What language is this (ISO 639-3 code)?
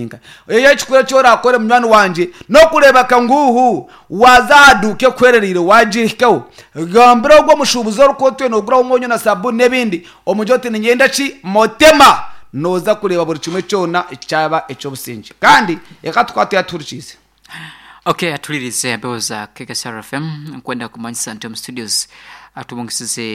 nyn